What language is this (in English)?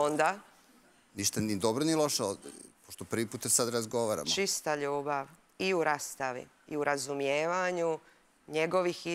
Serbian